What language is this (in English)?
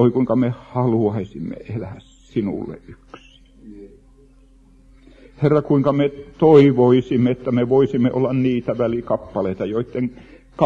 Finnish